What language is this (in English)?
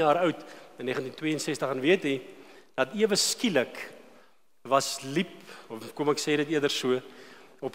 Afrikaans